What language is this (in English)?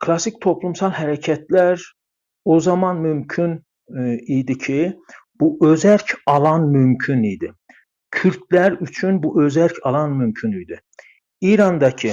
South Azerbaijani